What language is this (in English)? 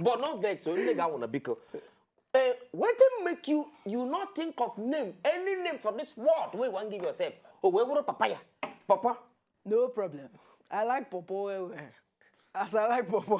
Nigerian Pidgin